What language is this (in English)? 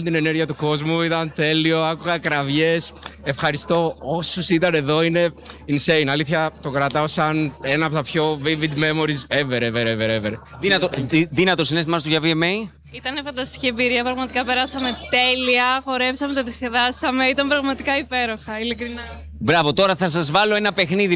Greek